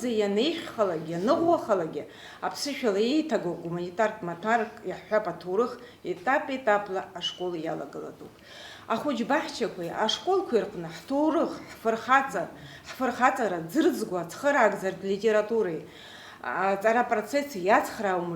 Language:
Abkhazian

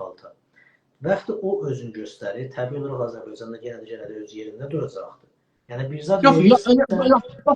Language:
South Azerbaijani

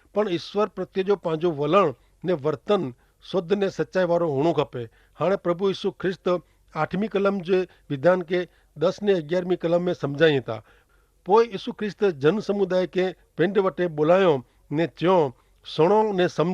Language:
Kachhi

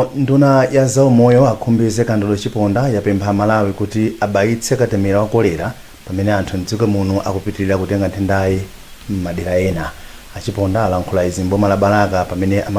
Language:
Nyanja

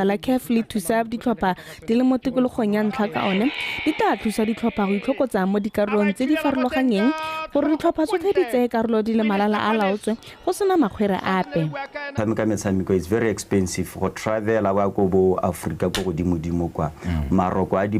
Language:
Tswana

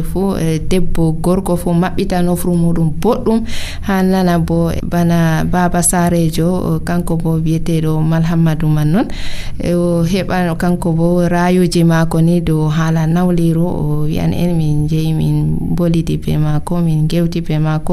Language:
Nigerian Fulfulde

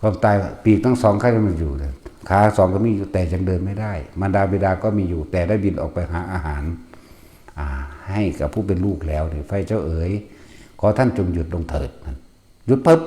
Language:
Northeastern Thai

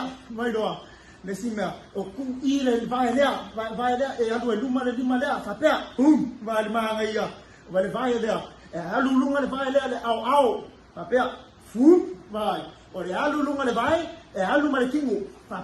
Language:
Samoan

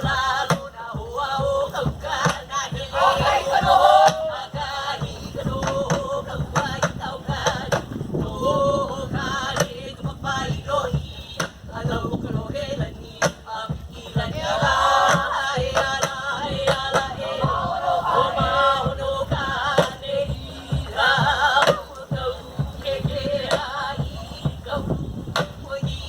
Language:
Hawaiian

